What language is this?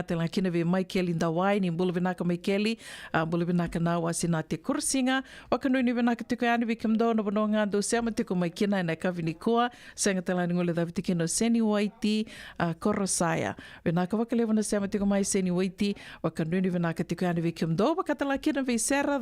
Fijian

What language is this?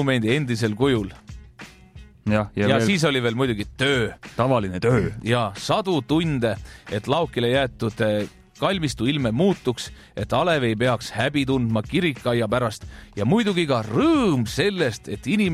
Estonian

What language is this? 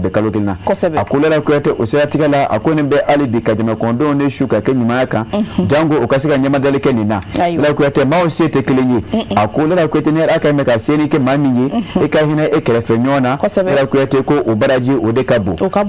Bambara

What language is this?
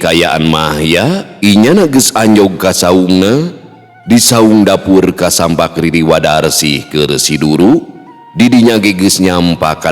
Sundanese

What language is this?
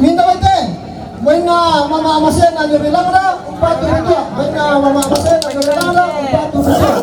Toraja-Sa'dan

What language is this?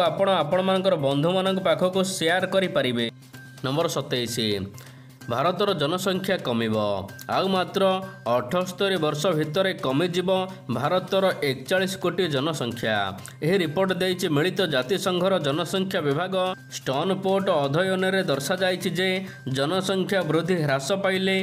Odia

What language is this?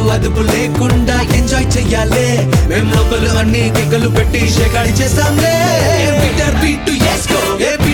Telugu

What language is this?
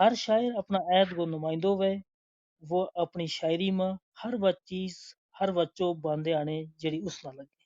Gujari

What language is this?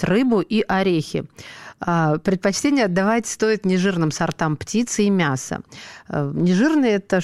Russian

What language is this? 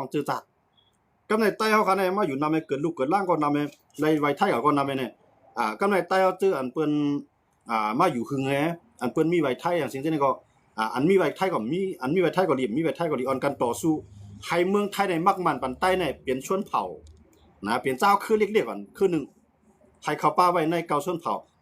Shan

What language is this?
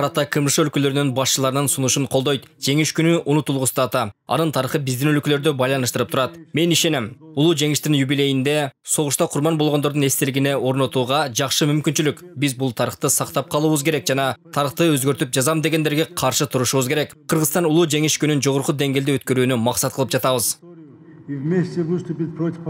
Kyrgyz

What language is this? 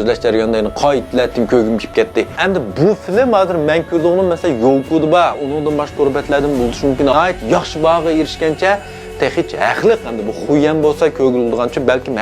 Uyghur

